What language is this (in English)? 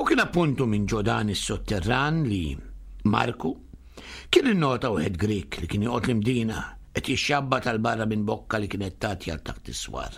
Maltese